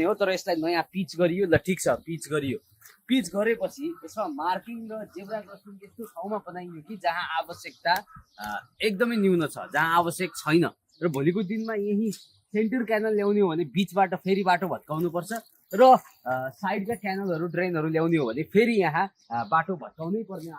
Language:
Nepali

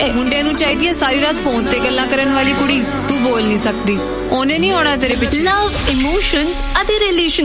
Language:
Punjabi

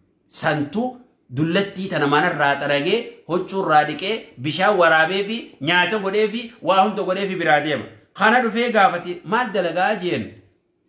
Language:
Oromo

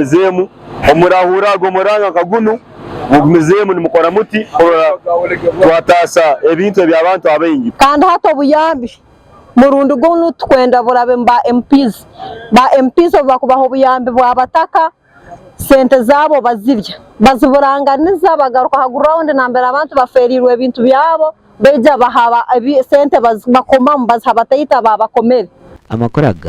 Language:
Nyankole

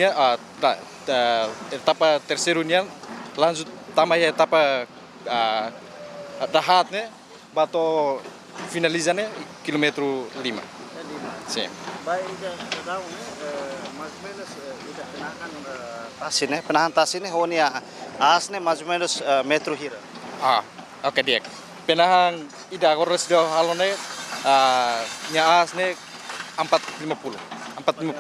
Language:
Tetum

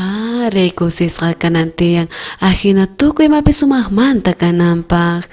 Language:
South Bolivian Quechua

